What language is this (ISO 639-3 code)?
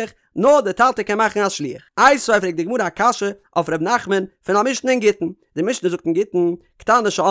yid